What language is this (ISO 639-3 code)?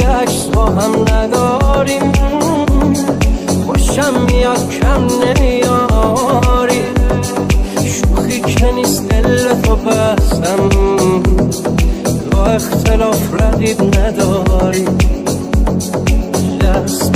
fas